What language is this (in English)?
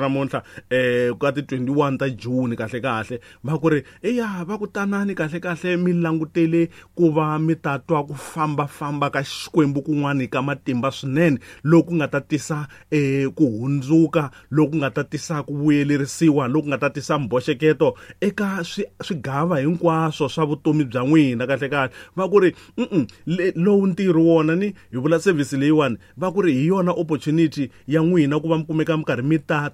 Tsonga